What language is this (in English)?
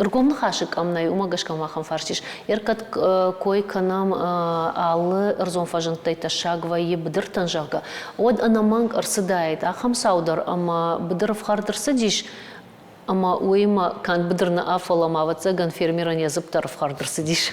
Ossetic